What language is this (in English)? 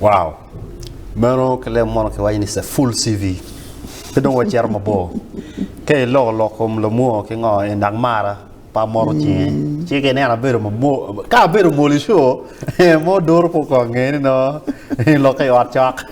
Acoli